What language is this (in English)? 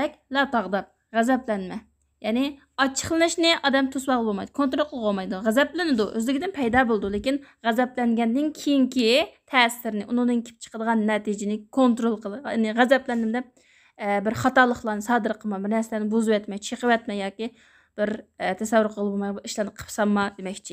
Uyghur